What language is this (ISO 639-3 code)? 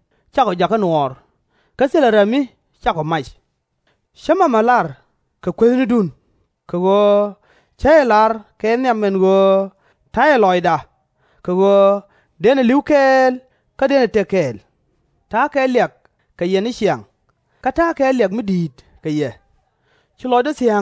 nus